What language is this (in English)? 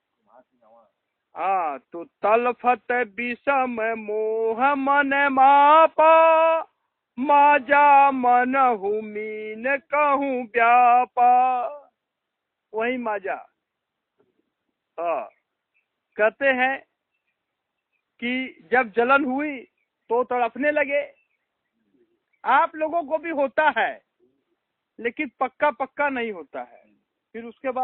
Hindi